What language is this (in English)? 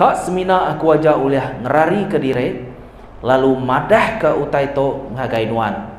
Iban